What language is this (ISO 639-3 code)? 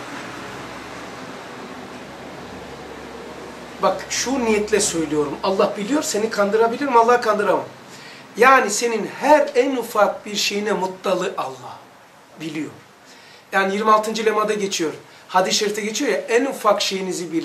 tur